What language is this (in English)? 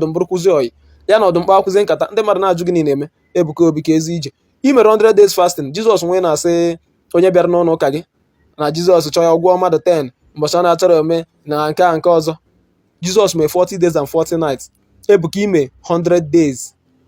Igbo